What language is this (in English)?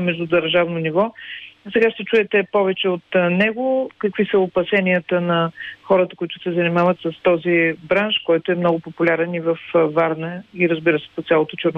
Bulgarian